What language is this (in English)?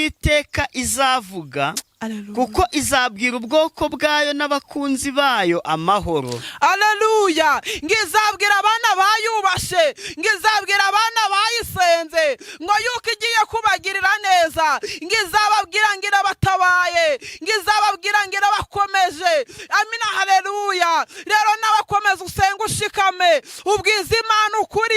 Kinyarwanda